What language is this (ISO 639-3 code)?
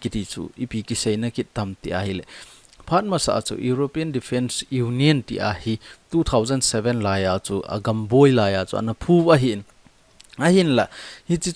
tcz